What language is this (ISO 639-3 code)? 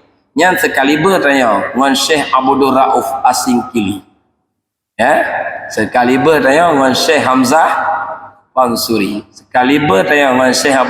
ace